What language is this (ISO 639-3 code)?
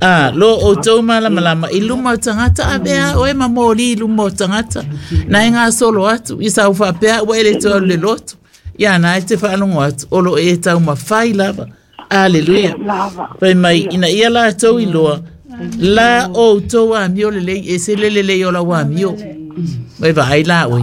smo